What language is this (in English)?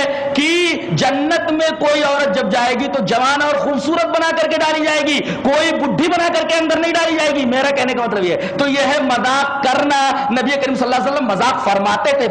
Urdu